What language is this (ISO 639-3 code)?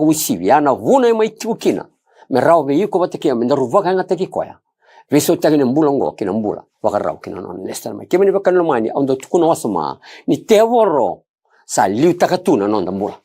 fij